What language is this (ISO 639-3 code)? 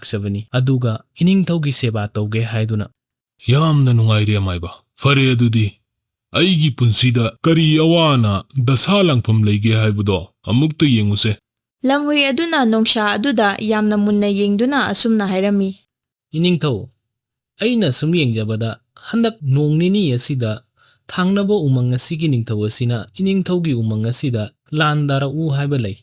mni